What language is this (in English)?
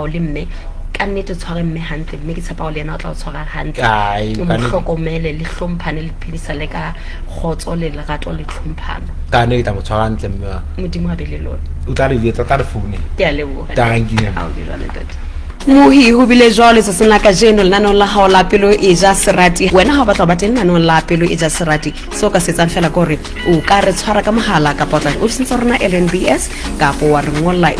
Southern Sotho